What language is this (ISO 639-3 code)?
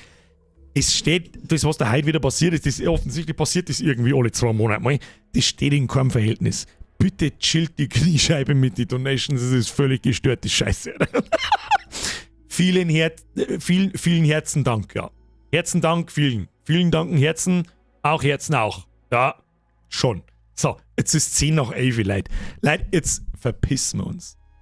bar